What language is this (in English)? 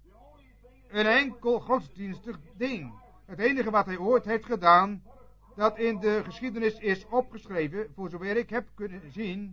Dutch